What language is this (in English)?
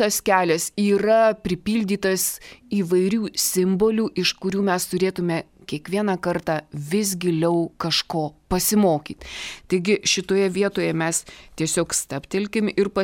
Lithuanian